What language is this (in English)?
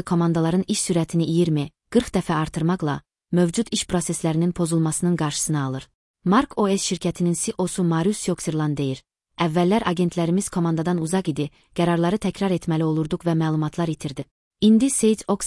Azerbaijani